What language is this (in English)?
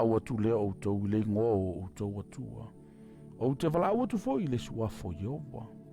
Samoan